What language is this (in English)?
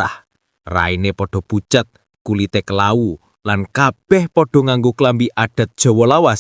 Javanese